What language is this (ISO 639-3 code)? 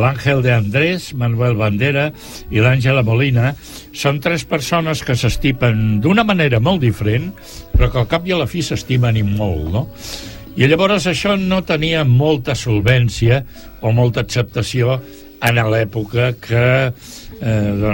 cat